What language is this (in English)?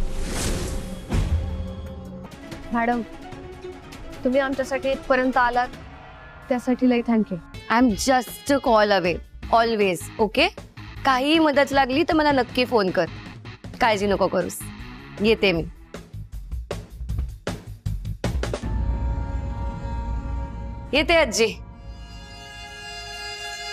Marathi